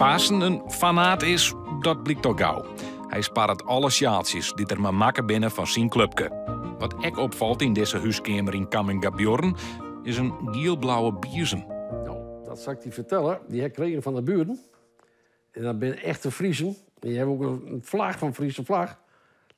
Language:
Western Frisian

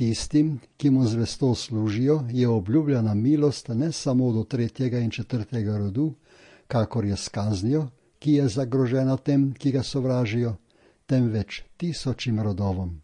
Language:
Slovenian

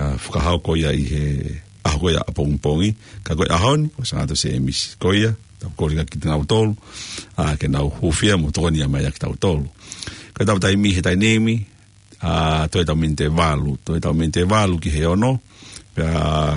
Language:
Tongan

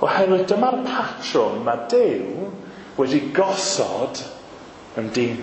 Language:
Welsh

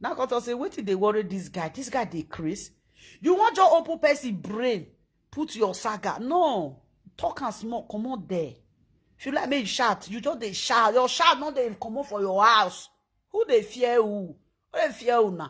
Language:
Nigerian Pidgin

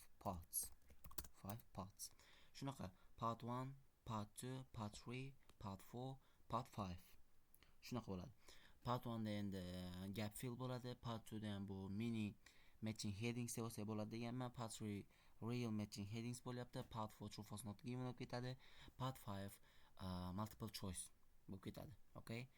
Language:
Uzbek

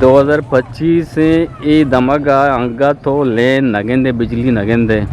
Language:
Eastern Balochi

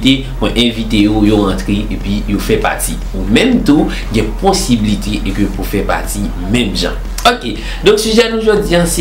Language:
Haitian Creole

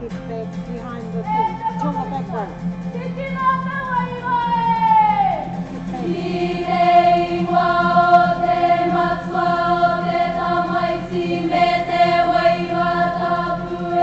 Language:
Māori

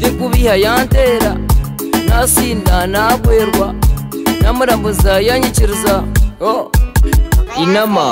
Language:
Nyoro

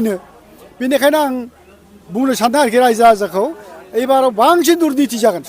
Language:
Bodo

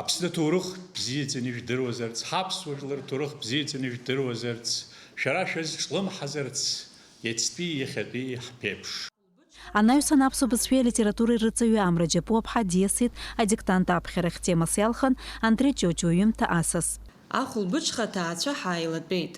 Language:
Abkhazian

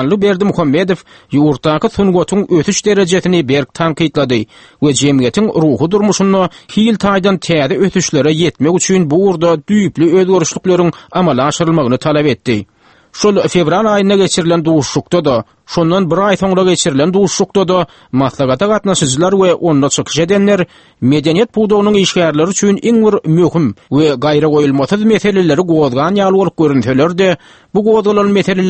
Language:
Turkmen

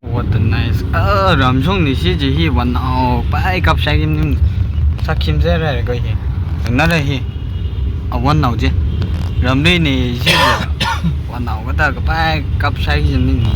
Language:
Tangkhul Naga (India)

